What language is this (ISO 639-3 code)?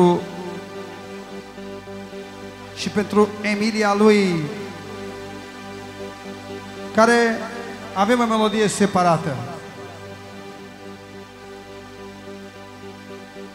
ron